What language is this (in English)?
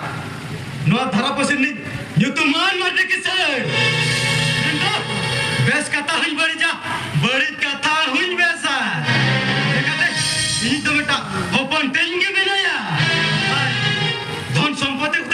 Santali